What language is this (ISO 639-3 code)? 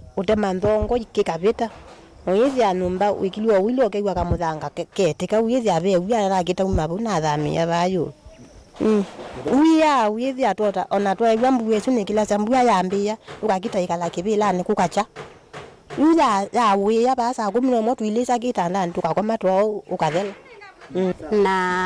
kam